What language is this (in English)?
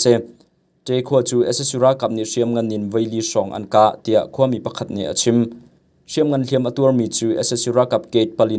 Hakha Chin